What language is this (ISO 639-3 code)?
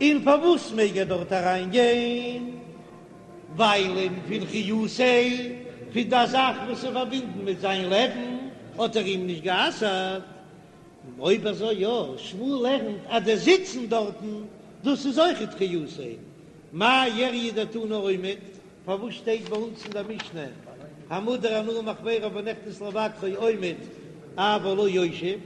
yid